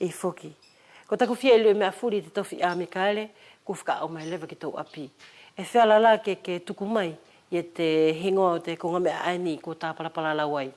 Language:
Wallisian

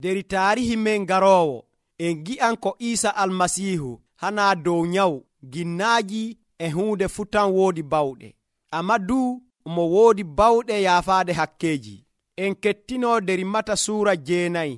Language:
Nigerian Fulfulde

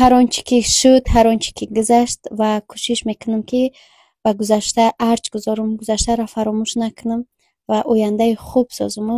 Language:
Tajik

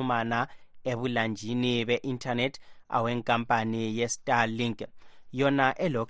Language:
North Ndebele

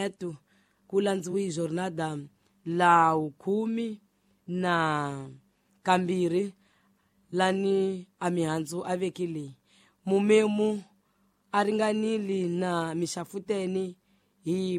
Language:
Tsonga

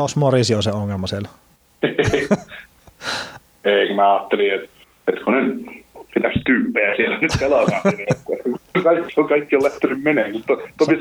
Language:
Finnish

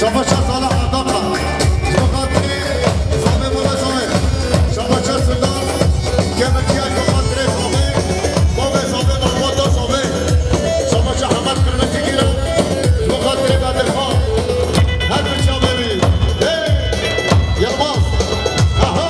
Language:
Kurdish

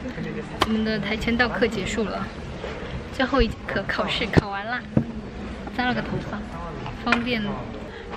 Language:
Chinese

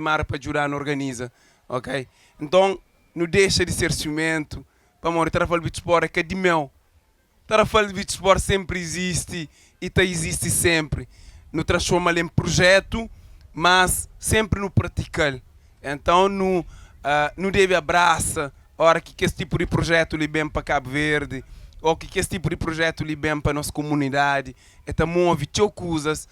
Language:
Kabuverdianu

